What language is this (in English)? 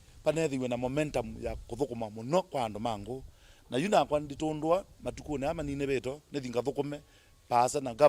Kamba